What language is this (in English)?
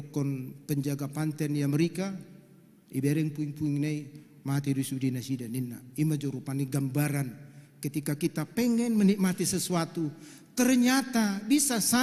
Batak Toba